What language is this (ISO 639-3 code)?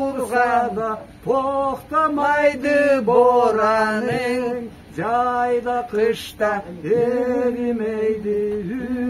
krc